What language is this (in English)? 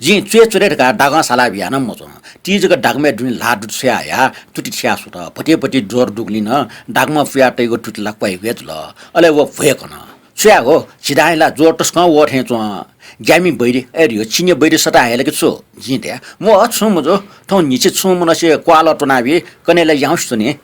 Newari